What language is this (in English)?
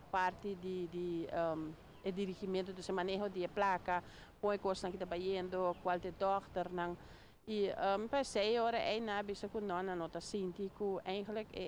Papiamento